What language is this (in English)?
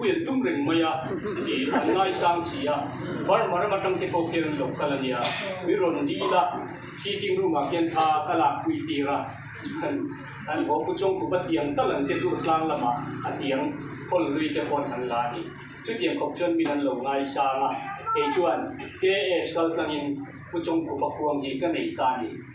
Mizo